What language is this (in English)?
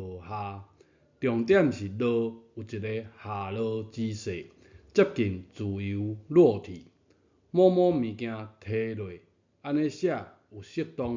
Min Nan Chinese